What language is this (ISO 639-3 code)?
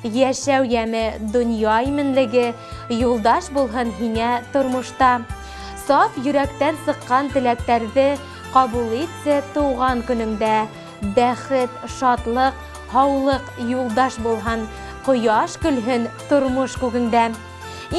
bak